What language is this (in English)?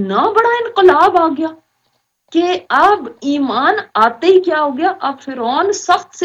Urdu